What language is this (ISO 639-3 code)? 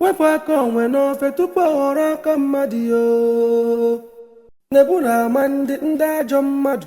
ibo